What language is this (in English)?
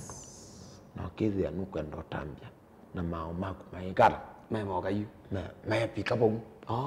Kamba